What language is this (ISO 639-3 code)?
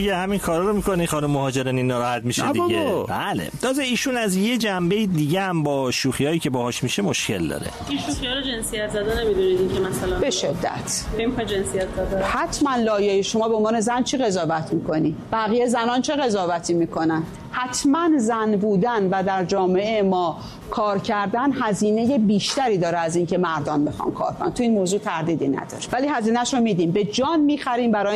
fas